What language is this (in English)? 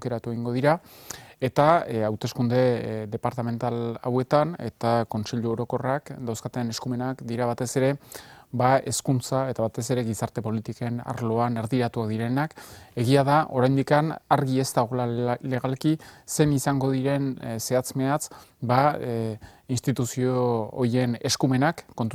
Basque